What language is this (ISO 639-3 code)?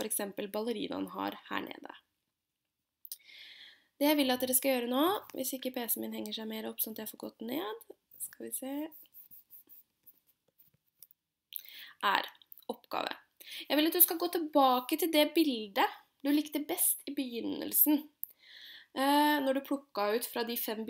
nor